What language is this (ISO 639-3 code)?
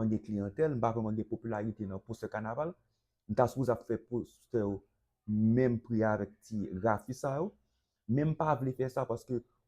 hat